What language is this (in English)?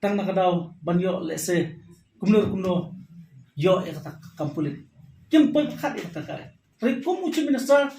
Khasi